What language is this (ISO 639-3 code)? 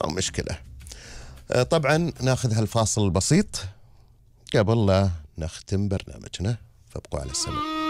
afb